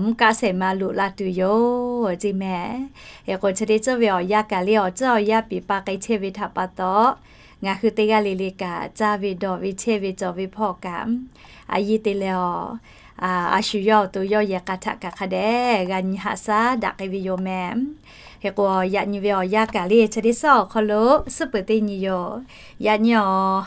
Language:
Lahu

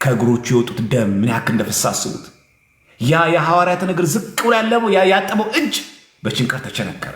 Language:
Amharic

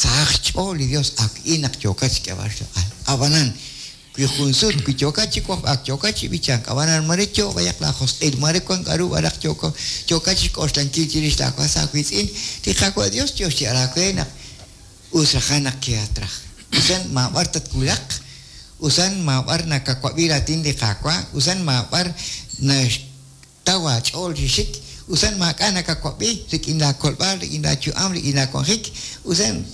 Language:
Kekchí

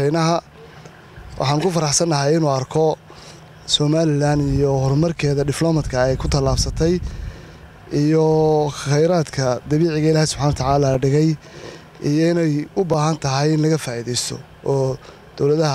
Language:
Somali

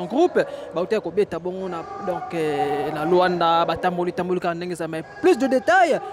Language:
Lingala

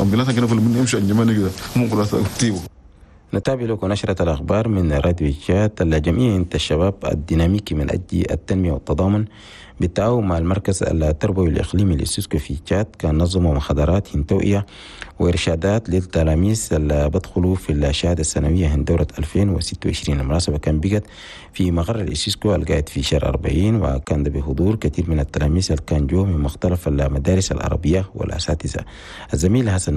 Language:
Chadian Arabic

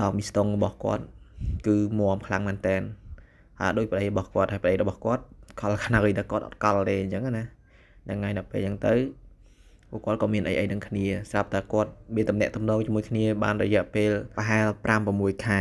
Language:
Khmer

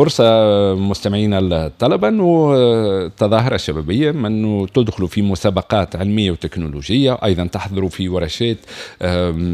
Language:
Tunisian Arabic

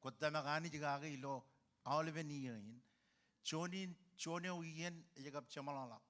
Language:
Marshallese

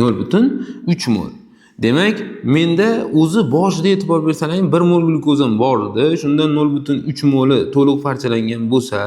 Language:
Uzbek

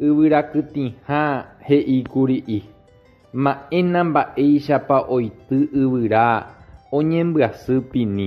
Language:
Guarani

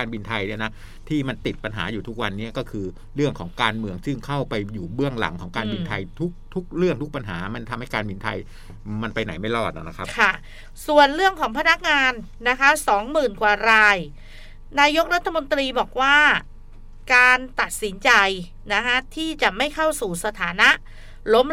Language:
Thai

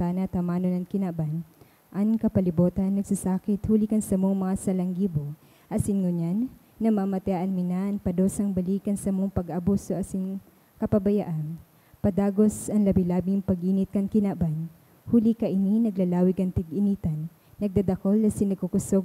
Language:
Bikol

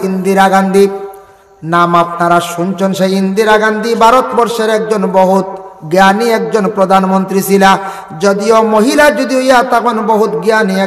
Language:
Sylheti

